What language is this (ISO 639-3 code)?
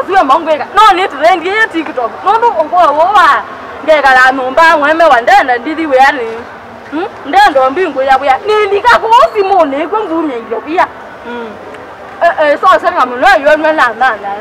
kam